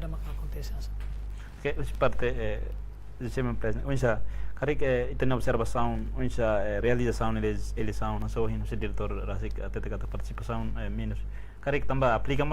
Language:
Tetum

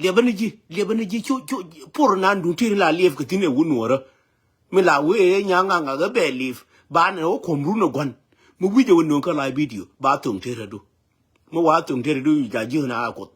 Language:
Nuer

